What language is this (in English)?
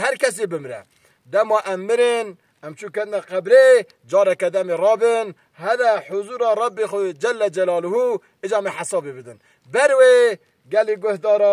Kurdish